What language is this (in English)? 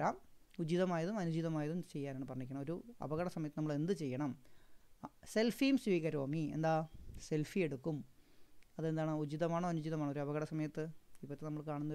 Malayalam